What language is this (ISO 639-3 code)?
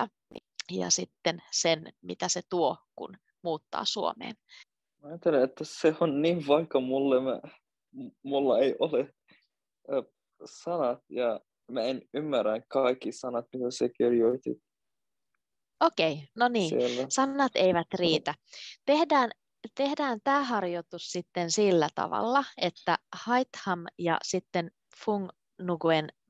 fin